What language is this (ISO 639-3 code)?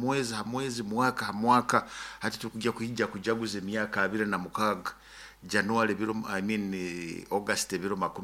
nyo